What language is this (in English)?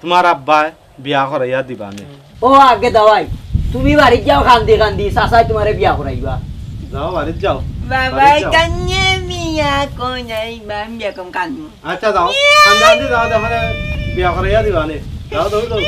Sylheti